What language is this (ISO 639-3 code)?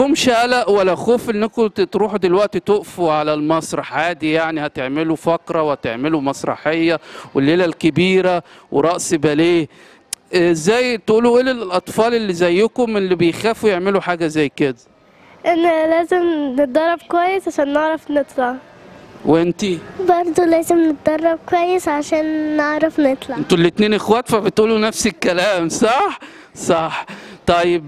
arz